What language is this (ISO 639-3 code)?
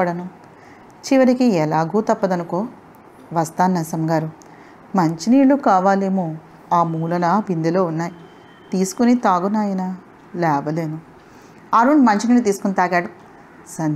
tel